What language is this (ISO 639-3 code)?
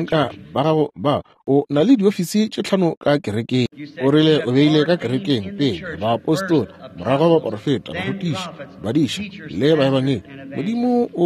nso